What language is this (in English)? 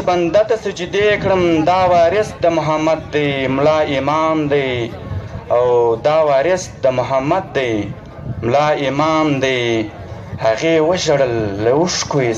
Pashto